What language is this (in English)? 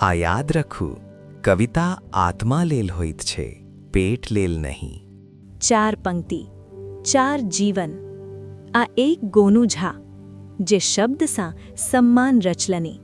Maithili